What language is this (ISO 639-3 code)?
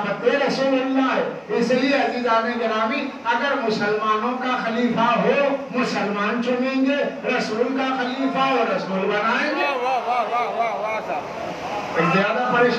urd